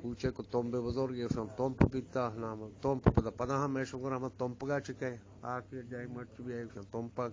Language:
Eastern Balochi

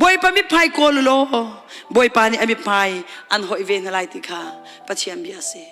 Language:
Hakha Chin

